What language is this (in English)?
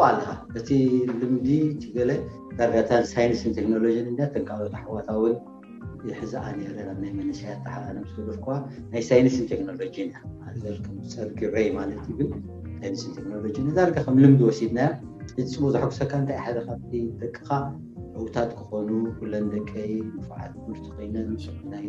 Tigrinya